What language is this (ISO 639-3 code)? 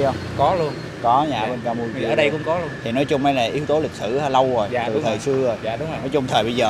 vie